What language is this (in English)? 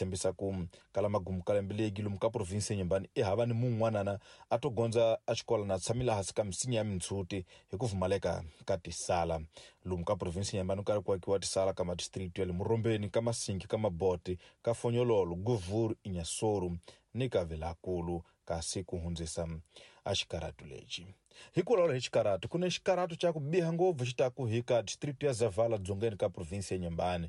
Tsonga